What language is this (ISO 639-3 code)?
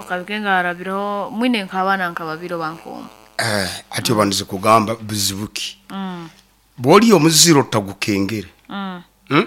nyo